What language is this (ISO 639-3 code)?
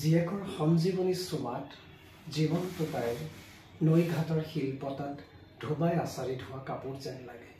asm